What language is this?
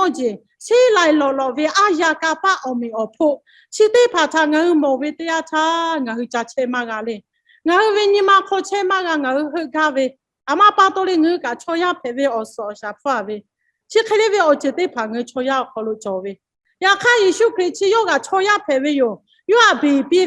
Lahu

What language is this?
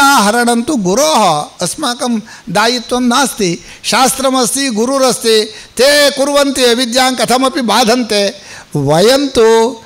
Sanskrit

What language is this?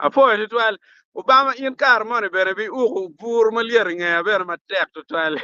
Acoli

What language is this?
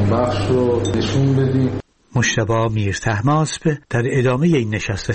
Persian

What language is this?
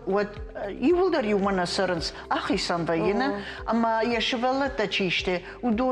Ossetic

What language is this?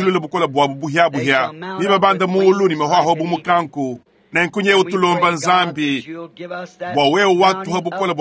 Luba-Lulua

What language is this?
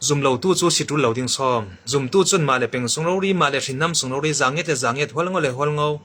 Hakha Chin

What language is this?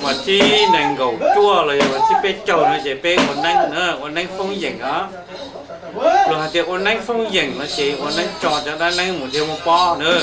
Hmong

